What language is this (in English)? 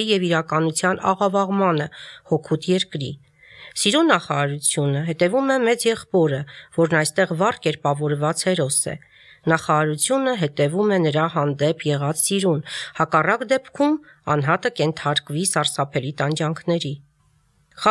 Armenian